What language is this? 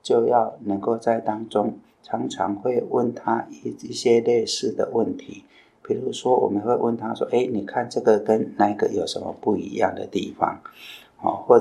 Chinese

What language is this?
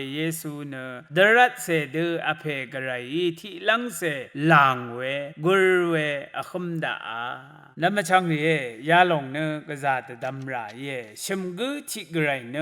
Rawang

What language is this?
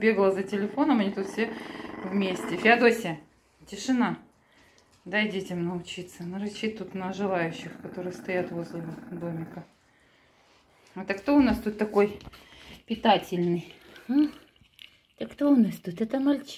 Russian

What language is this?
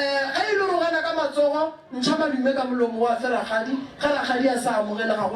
Northern Sotho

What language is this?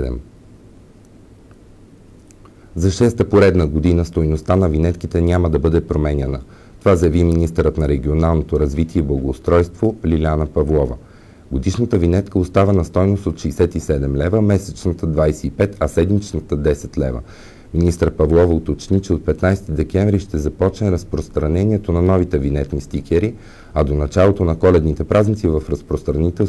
Bulgarian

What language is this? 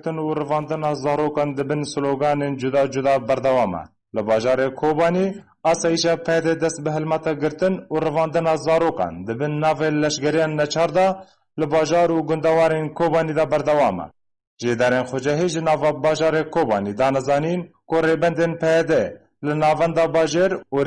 Kurdish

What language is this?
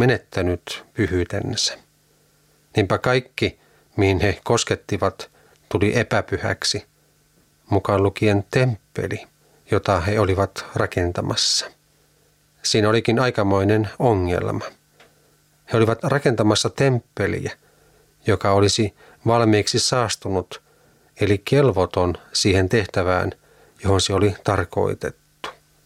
Finnish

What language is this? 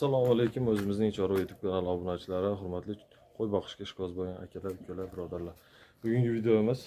Uzbek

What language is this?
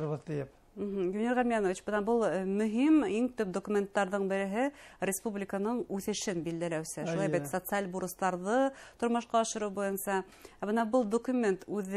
Bashkir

